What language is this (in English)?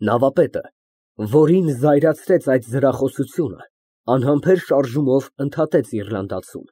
Armenian